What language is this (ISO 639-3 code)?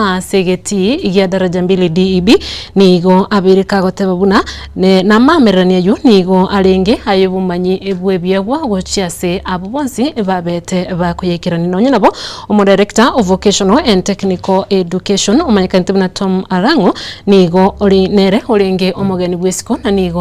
guz